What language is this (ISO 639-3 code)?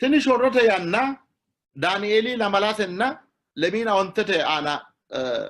sid